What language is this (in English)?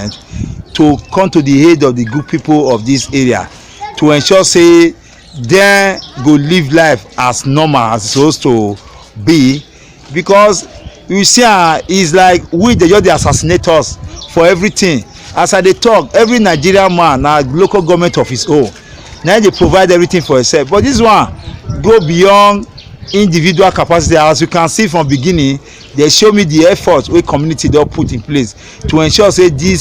Nigerian Pidgin